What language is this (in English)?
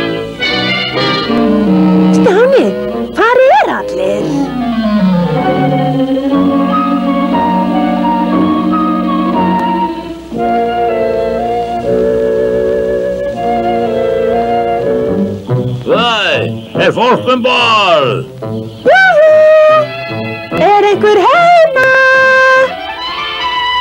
Icelandic